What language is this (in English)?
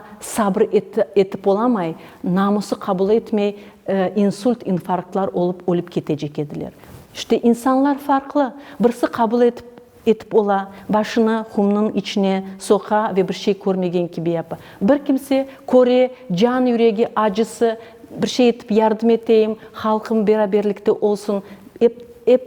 Crimean Tatar